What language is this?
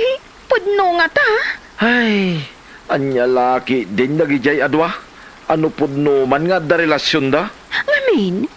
Iloko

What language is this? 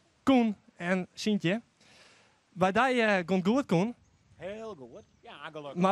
Western Frisian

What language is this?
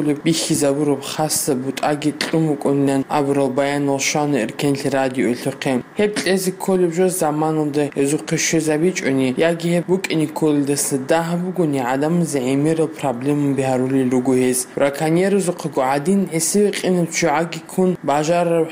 Avaric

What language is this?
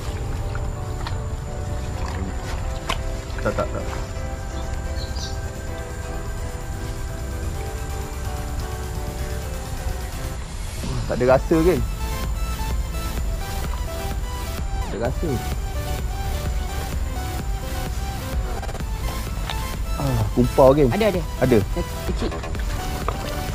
Malay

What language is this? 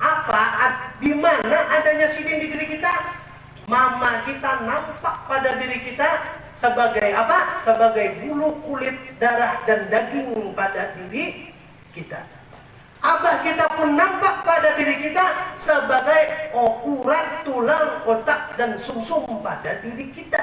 Banjar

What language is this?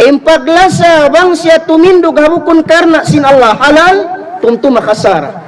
Tausug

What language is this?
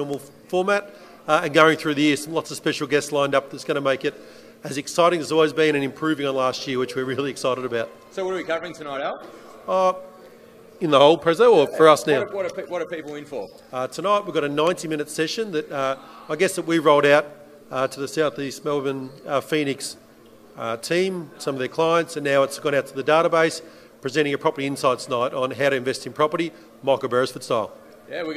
English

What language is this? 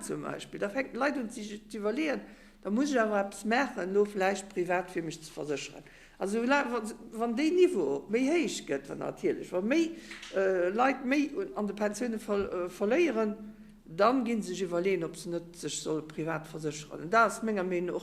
Luxembourgish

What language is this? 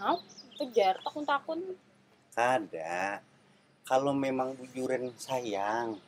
Banjar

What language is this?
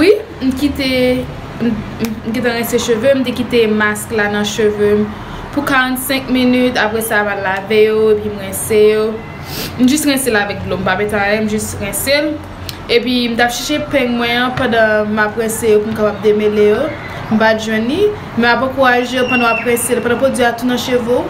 Haitian Creole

